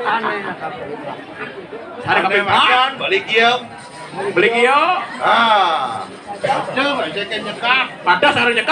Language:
Balinese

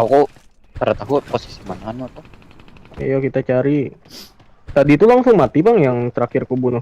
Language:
Banjar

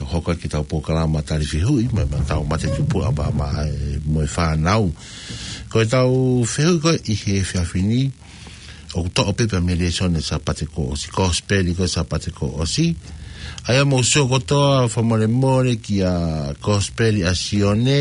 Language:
Tongan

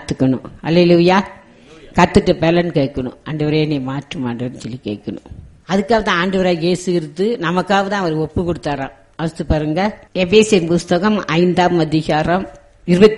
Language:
Tamil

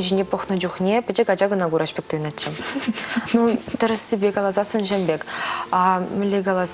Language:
Chuvash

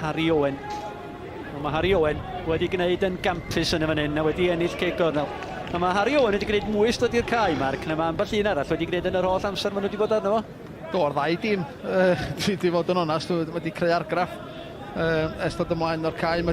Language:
Welsh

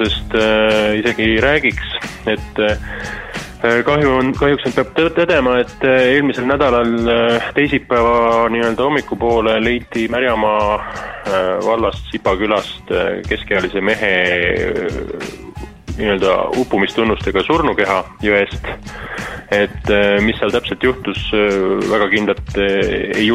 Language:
Estonian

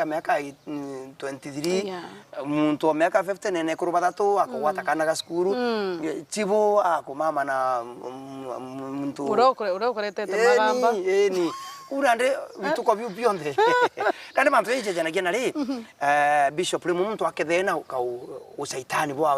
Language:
Meru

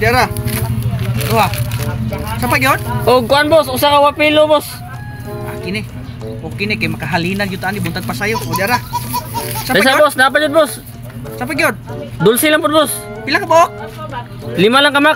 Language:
Cebuano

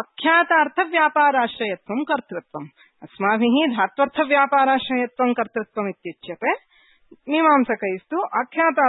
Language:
Sanskrit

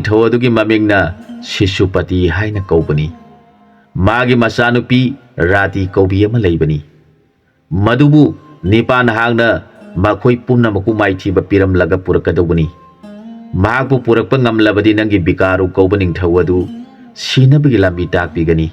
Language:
Manipuri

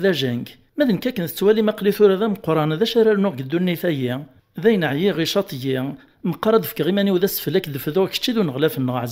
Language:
Kabyle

